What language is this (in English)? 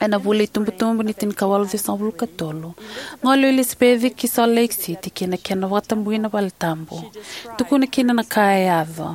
Fijian